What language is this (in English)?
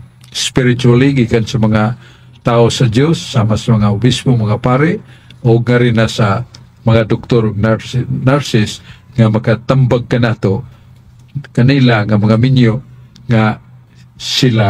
Cebuano